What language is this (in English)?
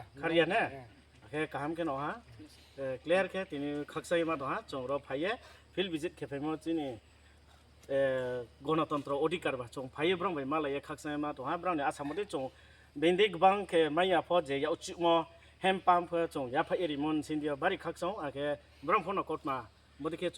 Kok Borok